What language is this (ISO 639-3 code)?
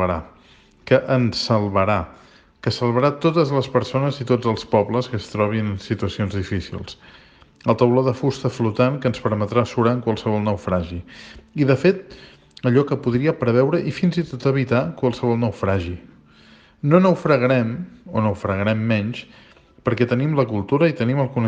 cat